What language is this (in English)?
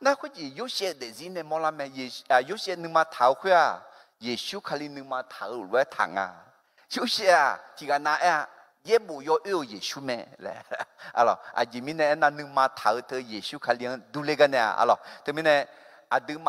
Akha